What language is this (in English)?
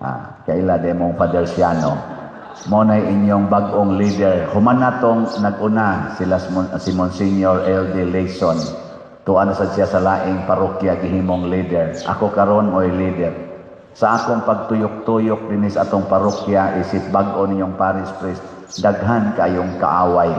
Cebuano